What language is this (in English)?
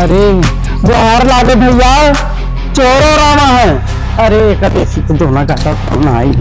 Awadhi